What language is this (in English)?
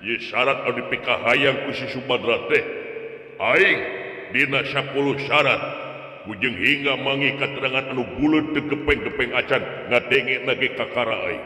Sundanese